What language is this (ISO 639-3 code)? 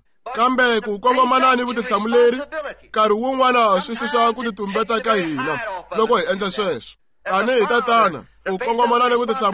tso